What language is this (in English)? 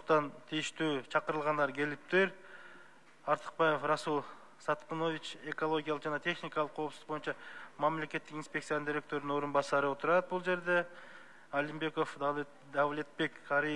Kyrgyz